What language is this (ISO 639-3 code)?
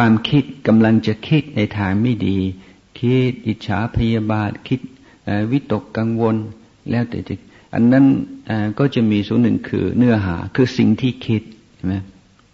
tha